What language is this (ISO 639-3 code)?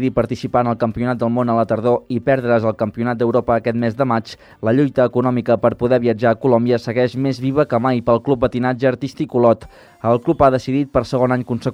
cat